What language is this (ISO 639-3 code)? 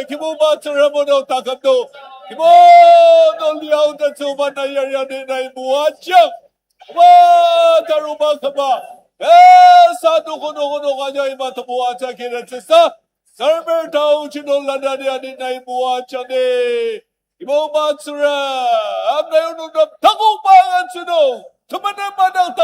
njo